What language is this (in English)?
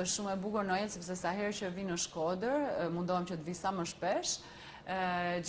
Albanian